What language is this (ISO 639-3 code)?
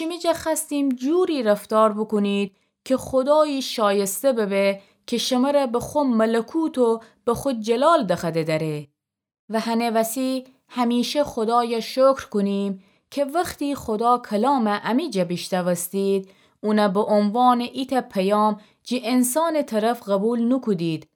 glk